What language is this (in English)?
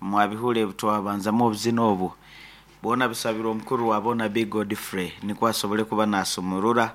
Nyankole